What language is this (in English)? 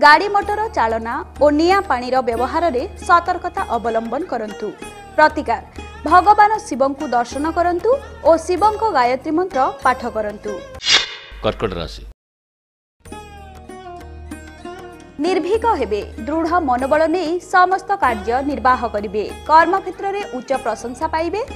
Odia